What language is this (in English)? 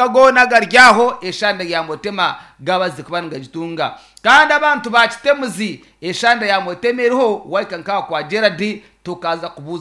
Nyankole